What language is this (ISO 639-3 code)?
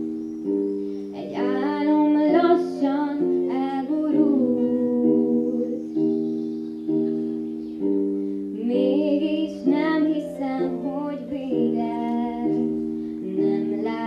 hun